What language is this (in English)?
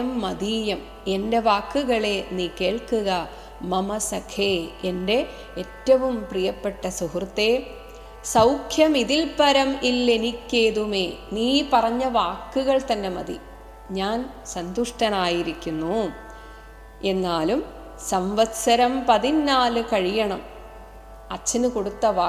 Malayalam